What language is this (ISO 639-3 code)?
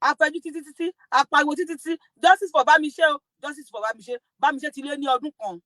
yor